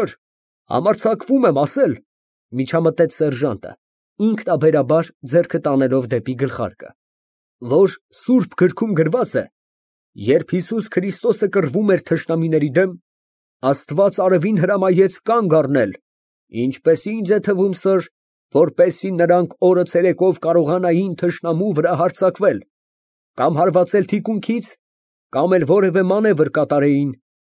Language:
Armenian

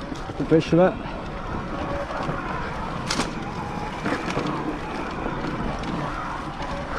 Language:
French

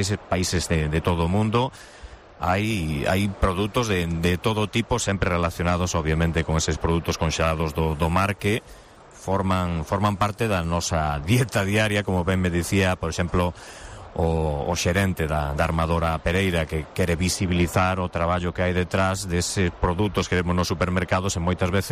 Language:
Galician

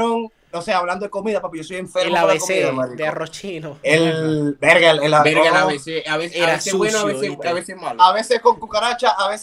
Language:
Spanish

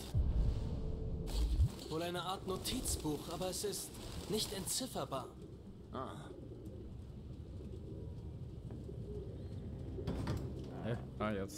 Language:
German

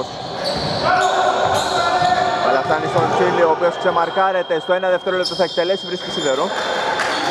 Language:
Greek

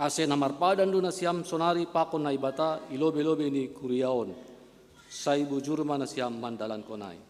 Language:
Batak Simalungun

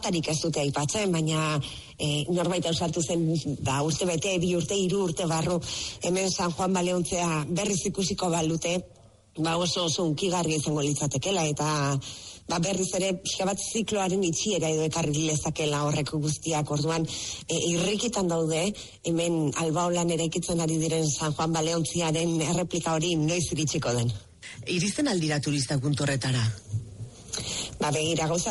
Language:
Basque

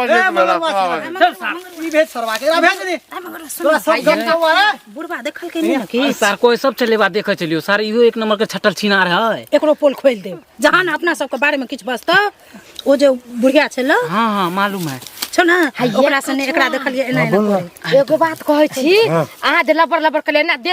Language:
Maithili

